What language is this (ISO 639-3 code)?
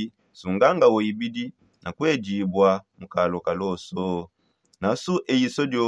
sop